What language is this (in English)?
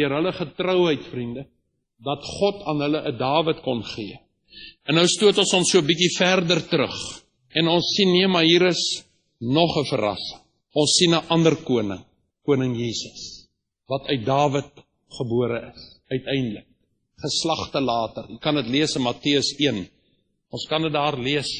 Afrikaans